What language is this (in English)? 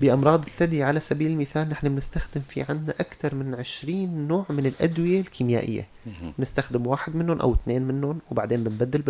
North Levantine Arabic